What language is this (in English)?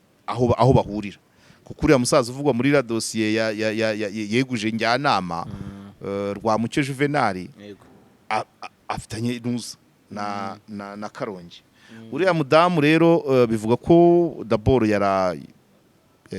Kinyarwanda